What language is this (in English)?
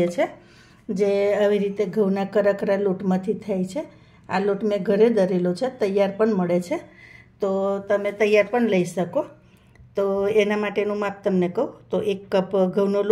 Gujarati